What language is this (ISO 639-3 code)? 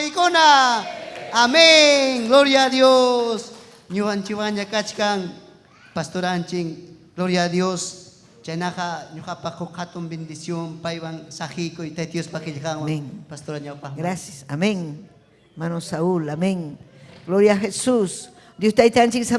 quy